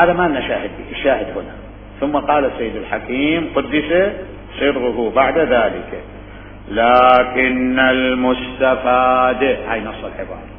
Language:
Mesopotamian Arabic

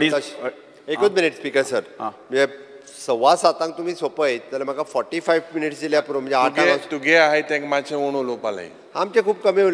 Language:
Konkani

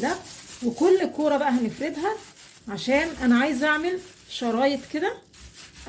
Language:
Egyptian Arabic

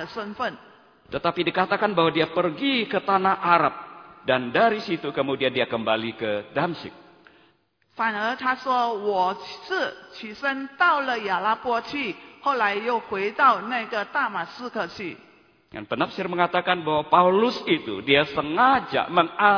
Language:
Indonesian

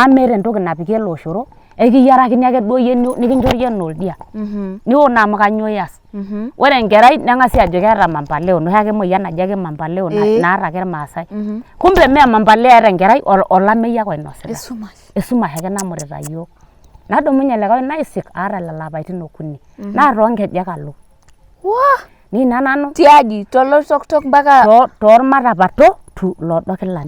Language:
Masai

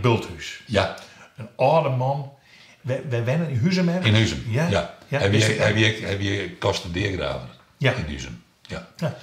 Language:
Western Frisian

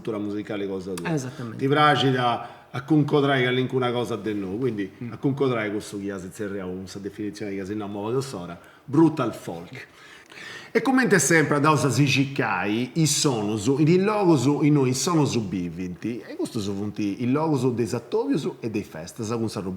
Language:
Sardinian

